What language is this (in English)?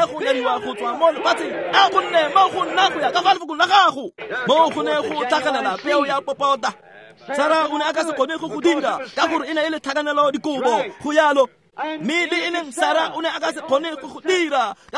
Tswana